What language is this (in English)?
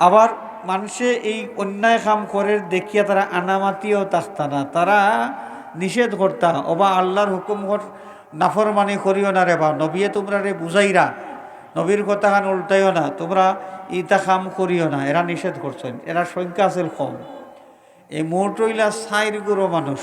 Sylheti